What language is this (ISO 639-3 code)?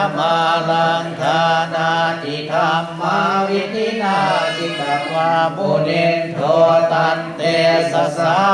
pli